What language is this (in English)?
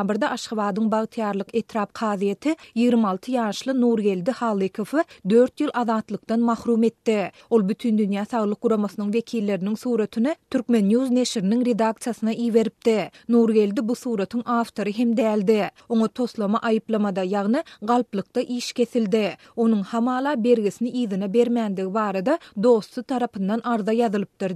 Turkmen